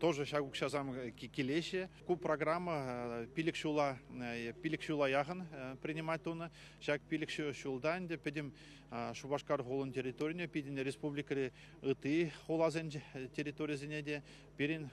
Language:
Chuvash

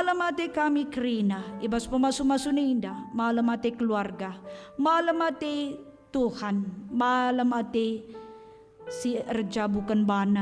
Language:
Batak Karo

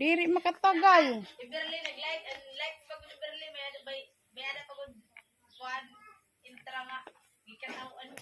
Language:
Waray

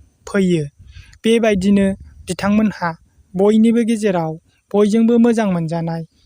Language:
Bodo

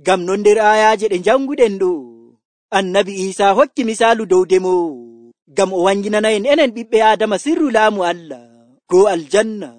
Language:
Nigerian Fulfulde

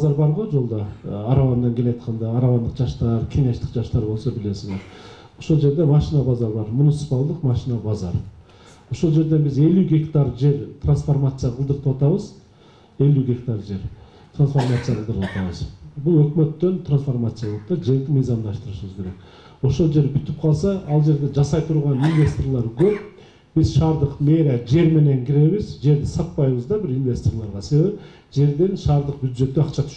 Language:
Kyrgyz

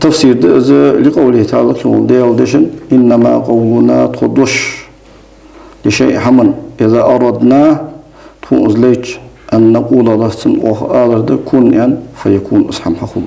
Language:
Ingush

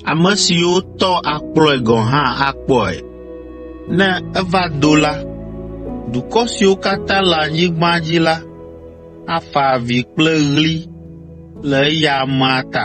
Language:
Ewe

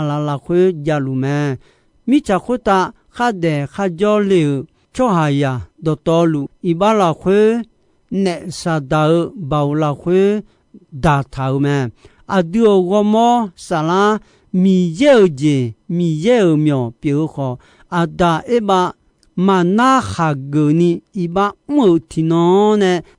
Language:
Akha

